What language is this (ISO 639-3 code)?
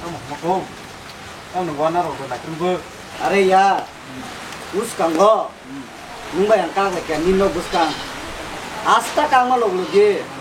trp